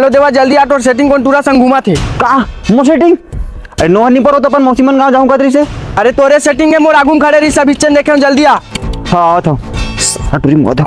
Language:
Chhattisgarhi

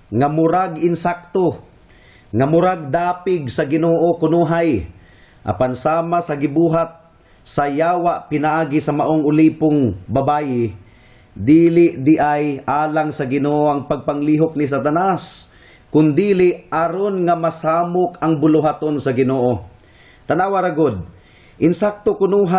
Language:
Cebuano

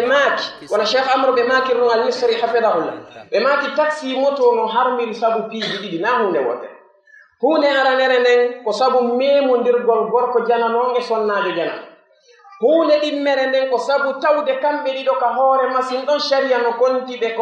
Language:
Pular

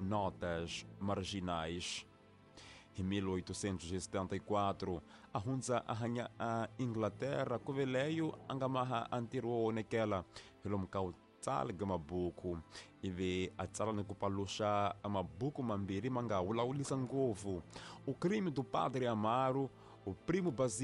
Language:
Tsonga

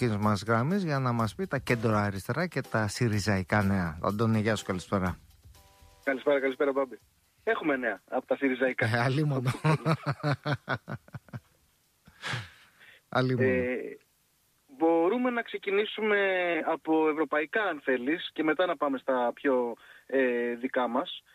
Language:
Greek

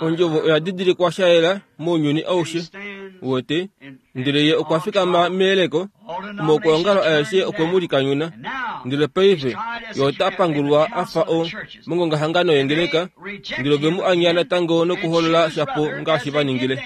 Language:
Kuanyama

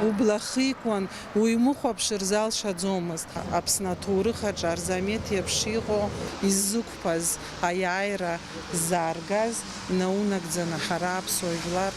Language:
Abkhazian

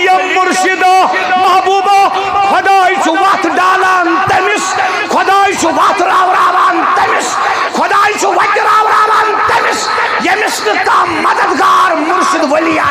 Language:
Kashmiri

